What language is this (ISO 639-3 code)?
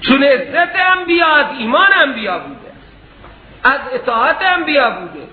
fas